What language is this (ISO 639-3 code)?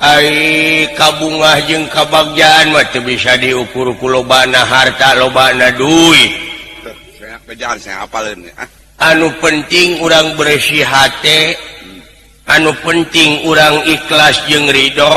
sun